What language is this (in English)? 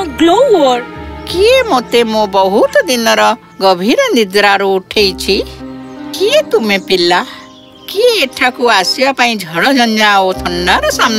Odia